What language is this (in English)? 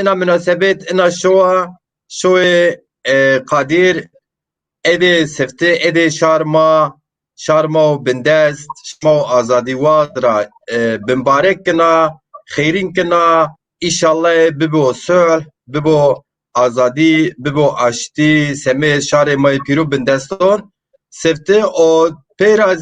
Zaza